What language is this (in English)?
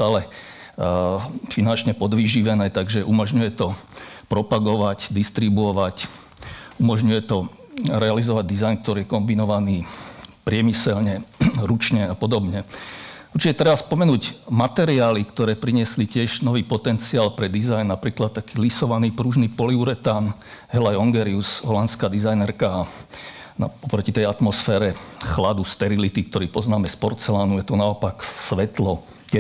Slovak